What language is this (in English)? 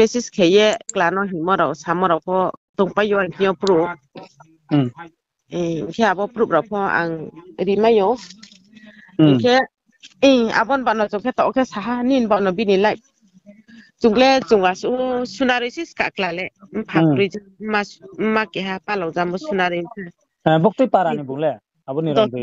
Riang (India)